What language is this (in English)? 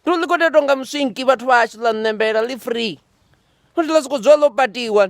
Venda